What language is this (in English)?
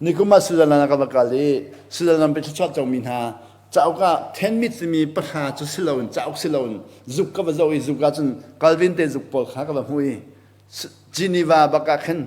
Hakha Chin